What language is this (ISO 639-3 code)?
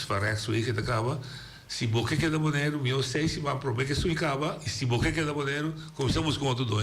pap